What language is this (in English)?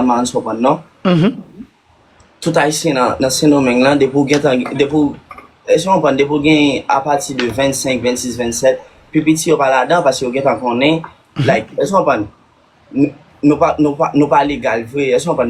Haitian Creole